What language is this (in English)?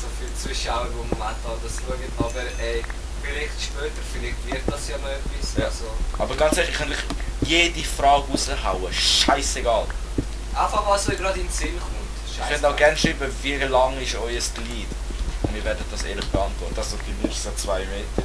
Swiss German